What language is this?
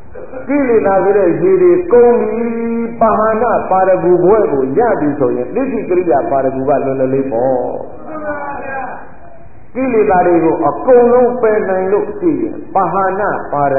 Burmese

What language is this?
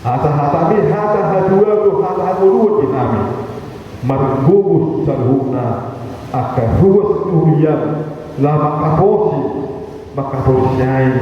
Batak Toba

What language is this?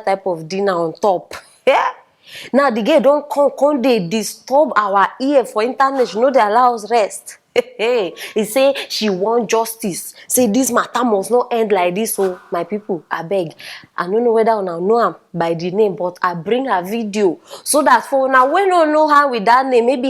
Nigerian Pidgin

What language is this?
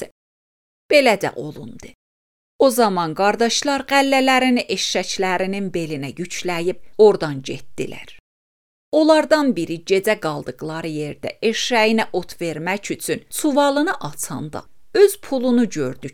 Azerbaijani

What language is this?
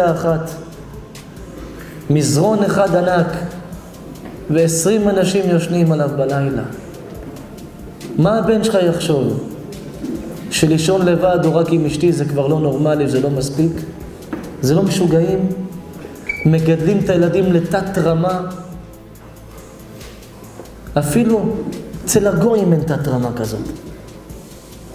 Hebrew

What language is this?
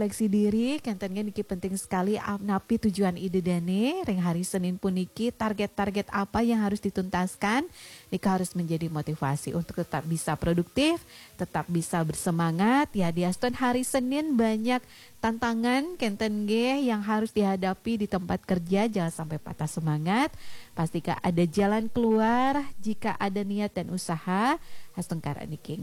Balinese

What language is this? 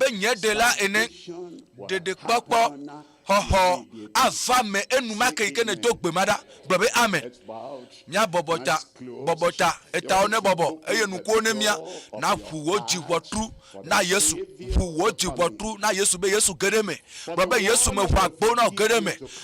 Ewe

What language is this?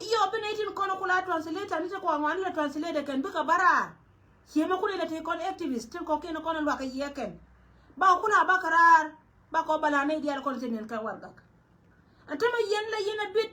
Nuer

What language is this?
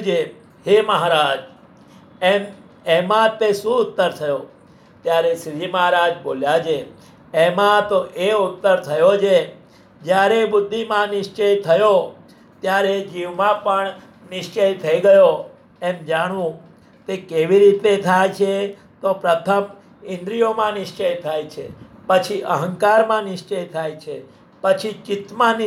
Gujarati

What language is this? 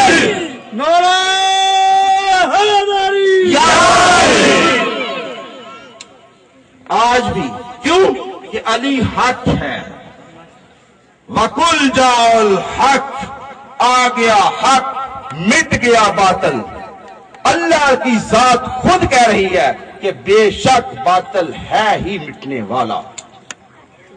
Urdu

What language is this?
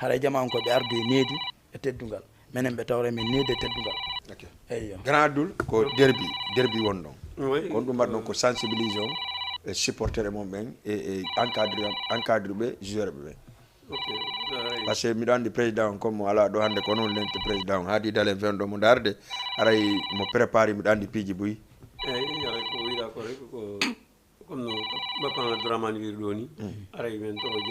Fula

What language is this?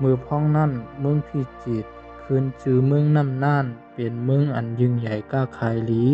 Shan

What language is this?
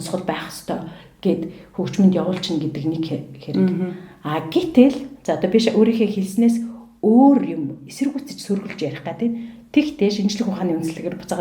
Mongolian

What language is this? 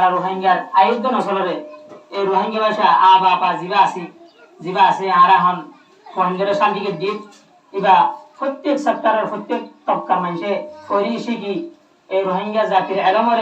Rohingya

